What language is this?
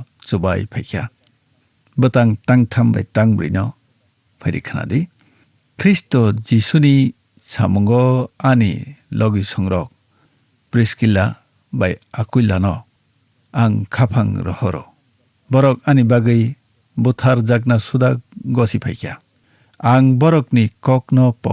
Kok Borok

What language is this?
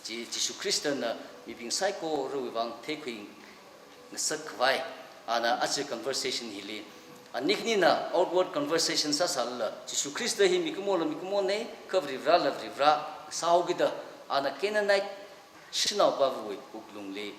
Tangkhul Naga (India)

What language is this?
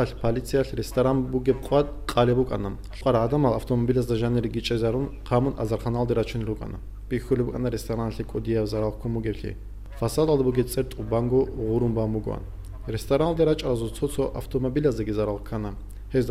Avaric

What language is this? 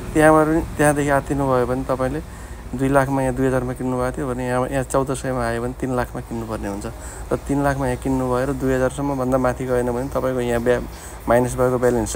Nepali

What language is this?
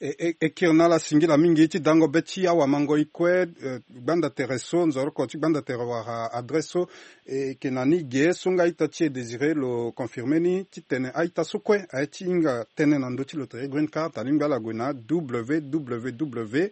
Sango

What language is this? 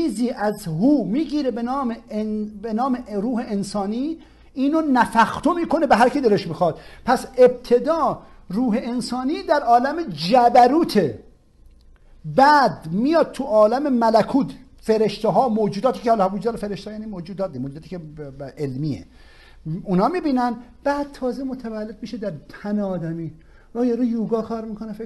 Persian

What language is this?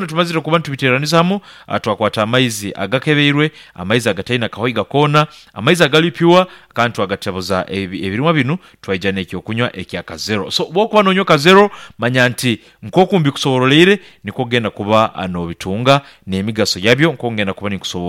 Nyankole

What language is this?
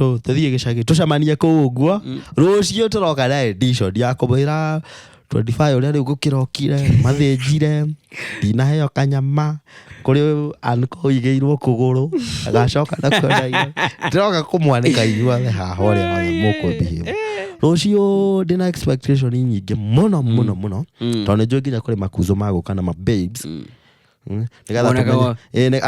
Kikuyu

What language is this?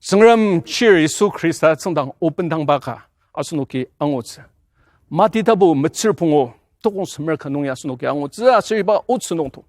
Ao Naga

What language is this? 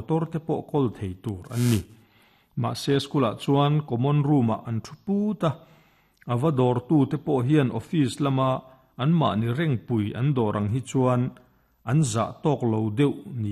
Mizo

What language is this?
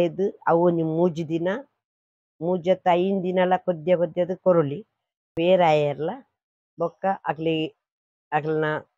Tulu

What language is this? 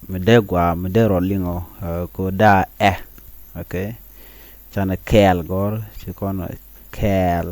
Nuer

